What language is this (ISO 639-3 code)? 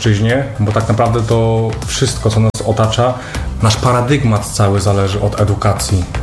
pol